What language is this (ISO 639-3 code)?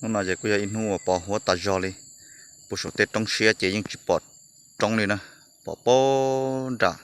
hmn